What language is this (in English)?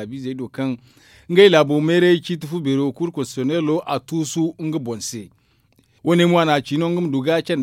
Zarma